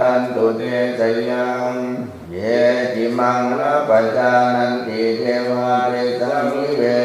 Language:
Pali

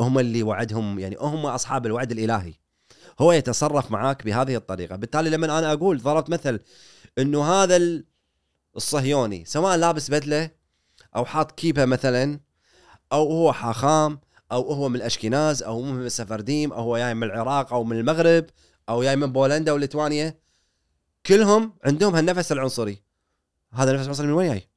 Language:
Gulf Arabic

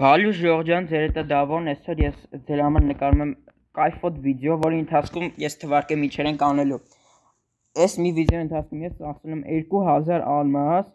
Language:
Armenian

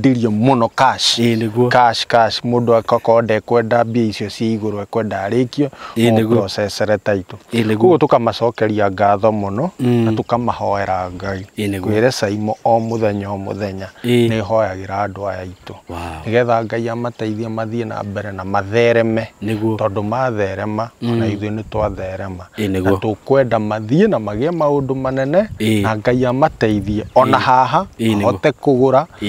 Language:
Kikuyu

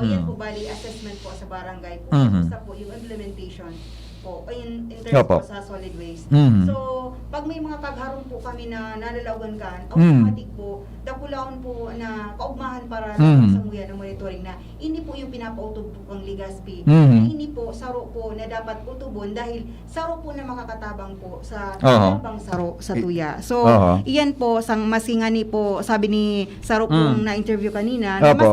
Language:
Bikol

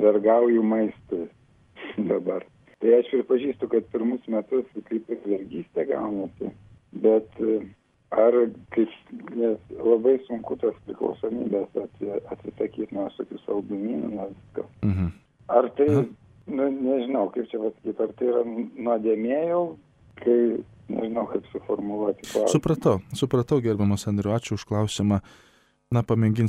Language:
Lithuanian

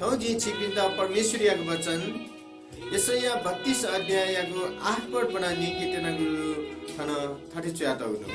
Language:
Newari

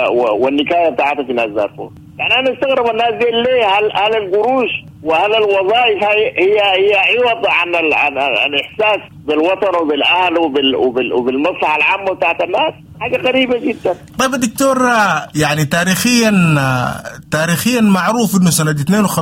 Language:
Sudanese Arabic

